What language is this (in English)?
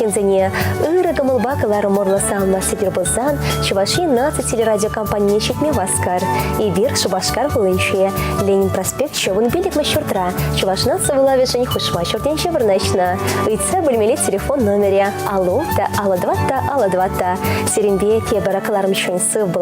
Chuvash